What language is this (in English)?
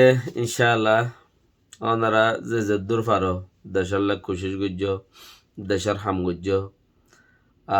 Rohingya